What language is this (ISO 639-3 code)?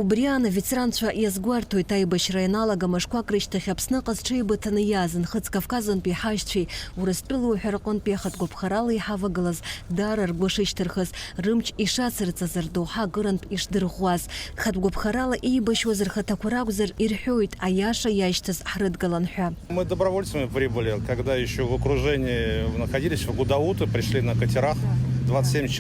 abk